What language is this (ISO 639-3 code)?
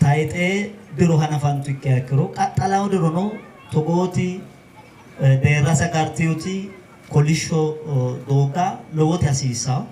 sid